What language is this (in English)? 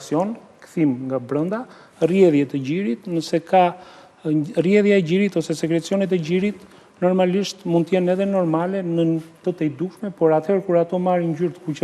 Albanian